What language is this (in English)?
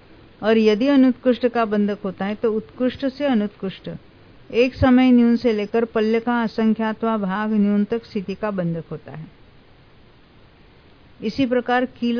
Hindi